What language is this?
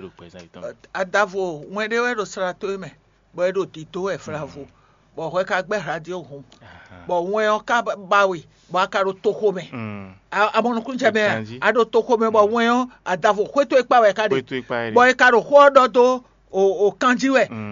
Fon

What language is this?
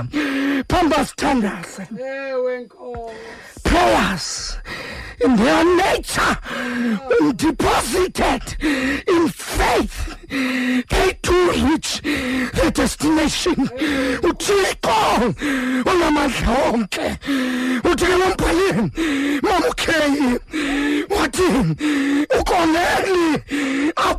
Xhosa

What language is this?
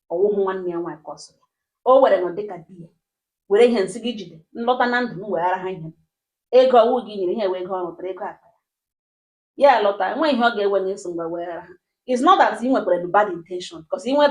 Igbo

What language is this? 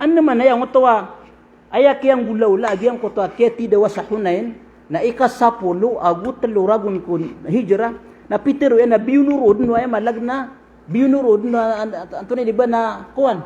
Maranao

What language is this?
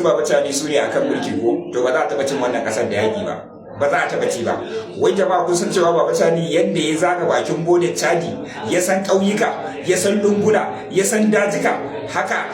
Hausa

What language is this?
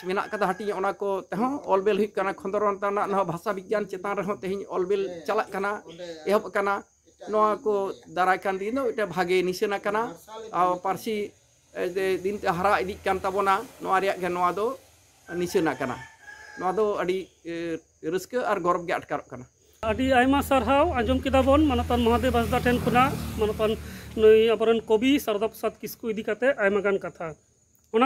Santali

